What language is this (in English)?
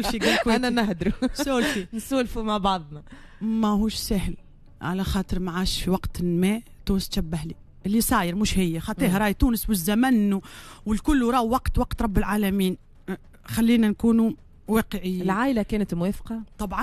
Tunisian Arabic